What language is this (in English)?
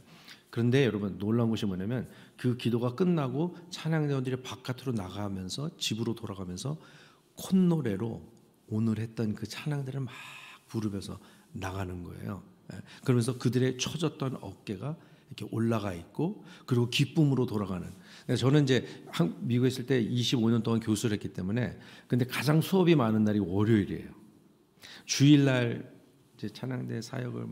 Korean